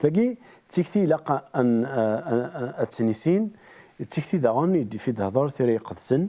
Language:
Kabyle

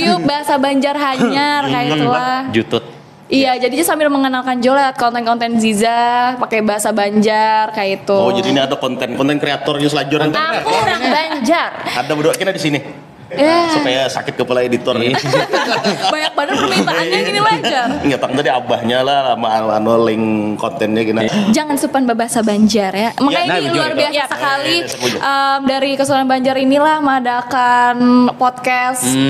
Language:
Banjar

